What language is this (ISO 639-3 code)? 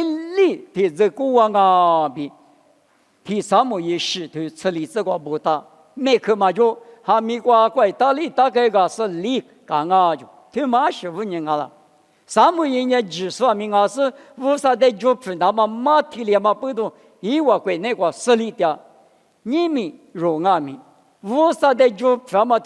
lis